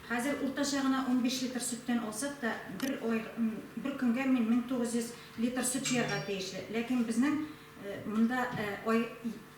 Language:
Tatar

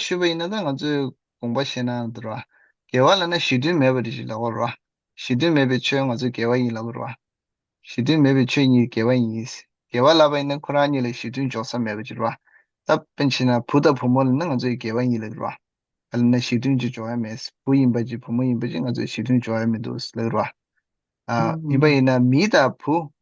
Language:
Tibetan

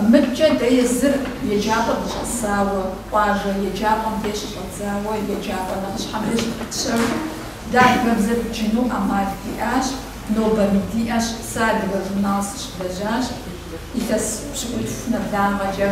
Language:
Kabardian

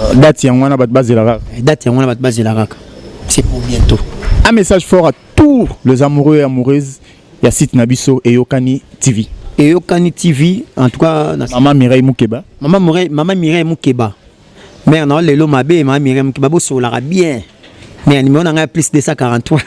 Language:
Lingala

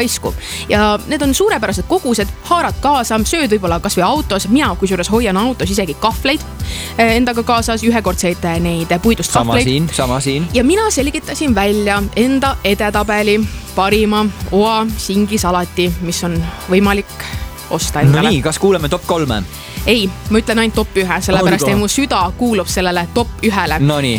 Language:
Estonian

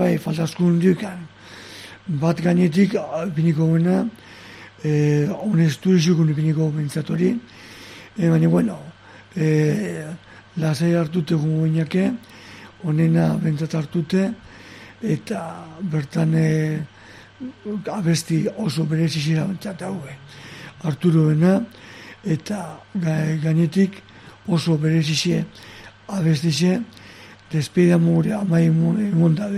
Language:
Basque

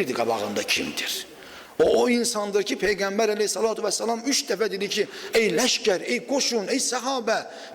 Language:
Azerbaijani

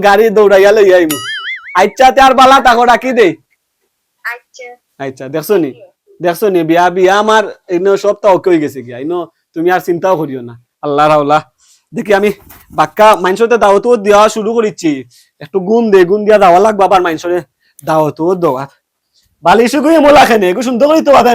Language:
Sylheti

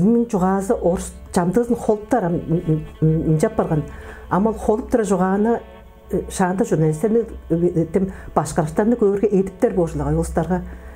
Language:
Tuvinian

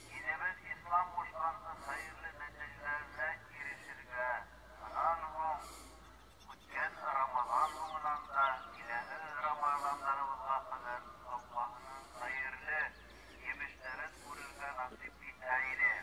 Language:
Bashkir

